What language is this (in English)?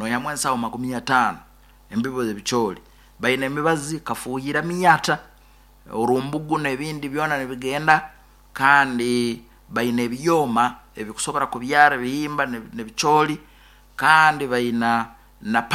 Nyankole